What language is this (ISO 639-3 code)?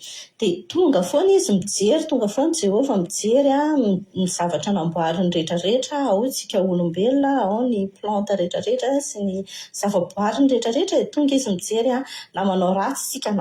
mlg